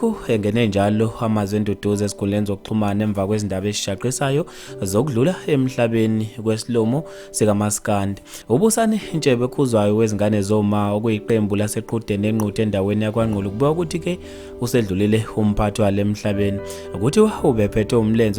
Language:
Zulu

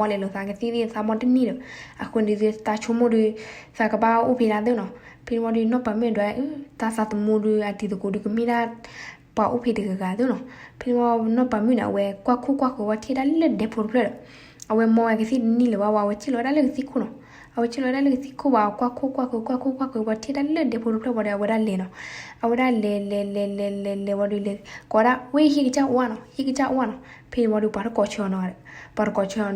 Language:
S'gaw Karen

